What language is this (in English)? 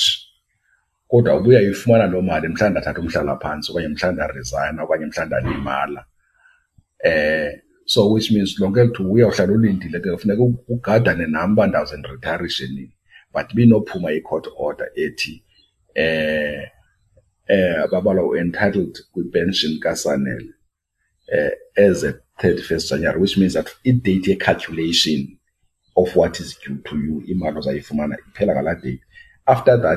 Xhosa